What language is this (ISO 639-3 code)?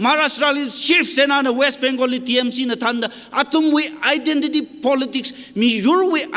nmf